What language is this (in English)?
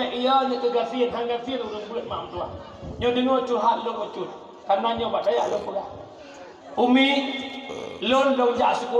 Achinese